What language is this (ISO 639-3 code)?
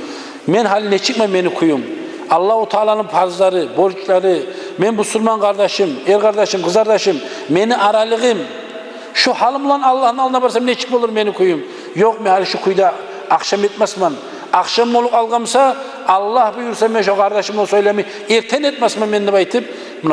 kum